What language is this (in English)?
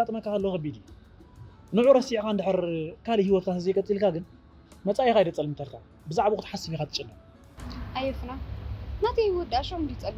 Tigrinya